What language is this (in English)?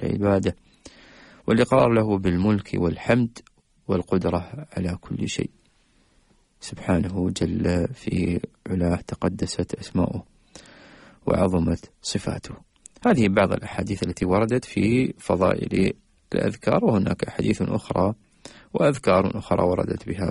Arabic